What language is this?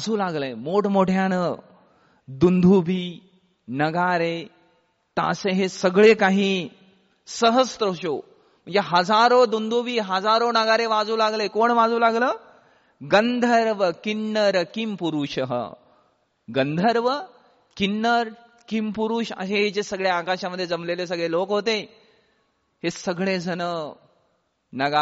Marathi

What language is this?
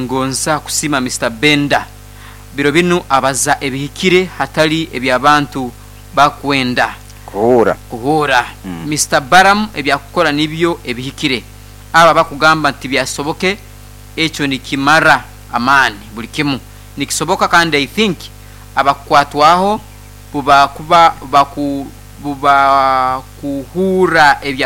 Nyoro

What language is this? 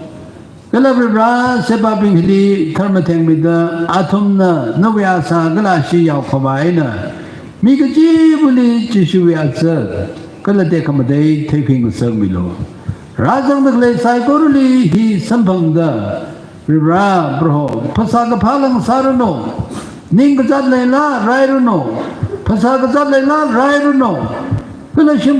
Tangkhul Naga (India)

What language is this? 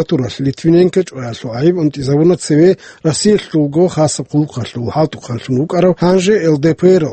Avaric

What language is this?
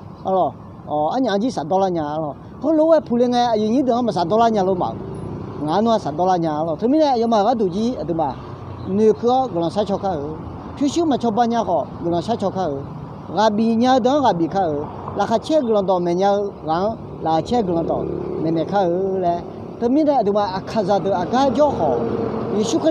Akha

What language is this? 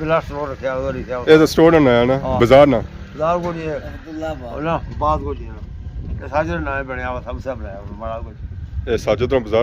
Pahari-Potwari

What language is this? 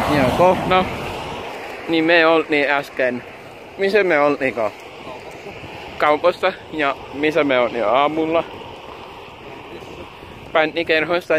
Finnish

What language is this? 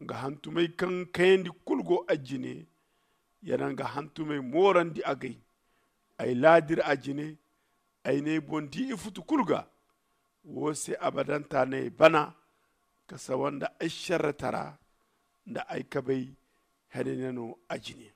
Zarma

